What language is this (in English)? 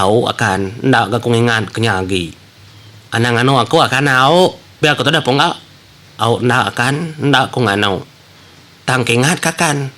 Iban